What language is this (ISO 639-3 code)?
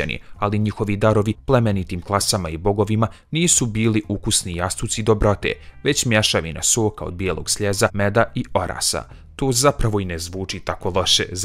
bos